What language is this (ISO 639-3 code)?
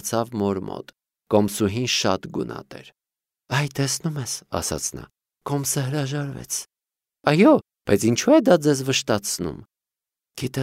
hye